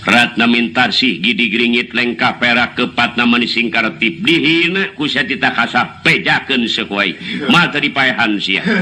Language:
Sundanese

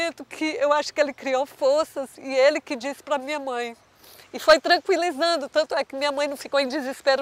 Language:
Portuguese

